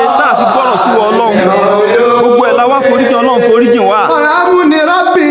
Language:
Yoruba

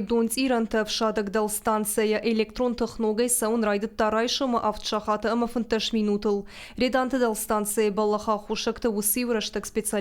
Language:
Ossetic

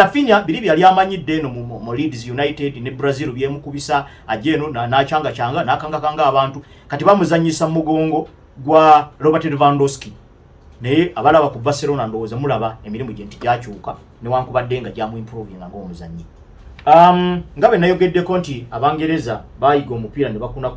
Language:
Ganda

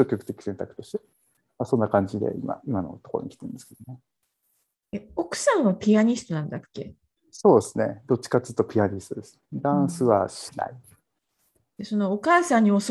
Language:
Japanese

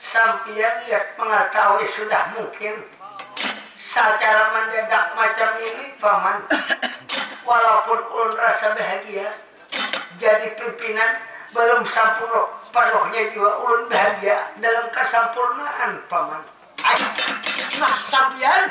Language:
Banjar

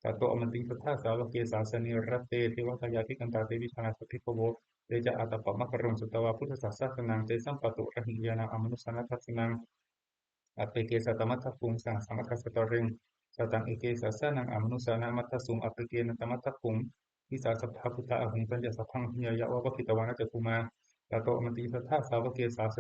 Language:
Pali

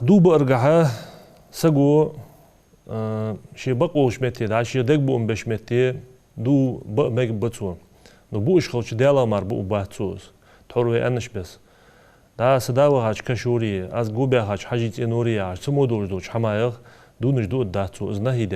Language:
Ingush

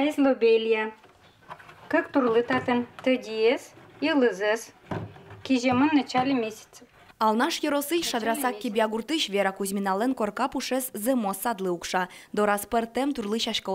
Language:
Udmurt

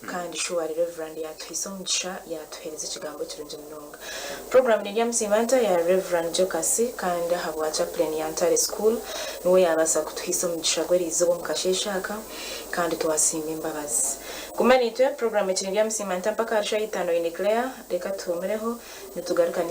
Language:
Nyankole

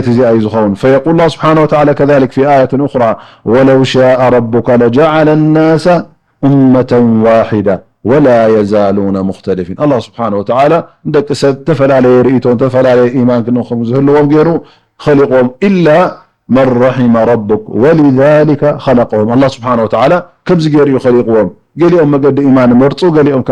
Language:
Tigrinya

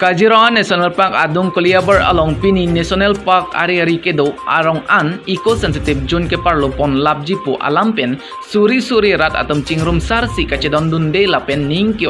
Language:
Karbi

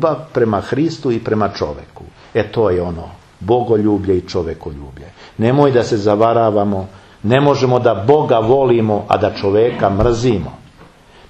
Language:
Serbian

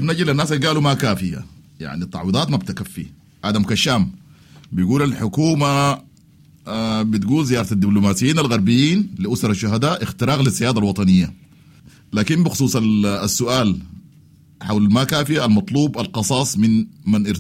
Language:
Sudanese Arabic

